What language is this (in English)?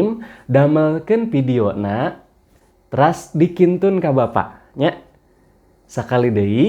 Sundanese